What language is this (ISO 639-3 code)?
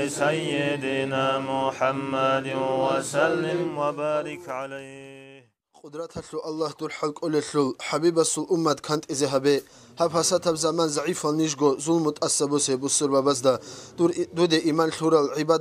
ava